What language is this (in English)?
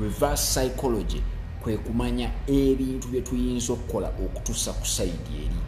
Ganda